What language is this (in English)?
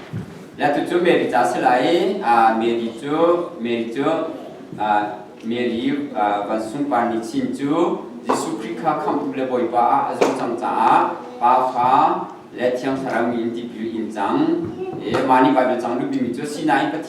Hakha Chin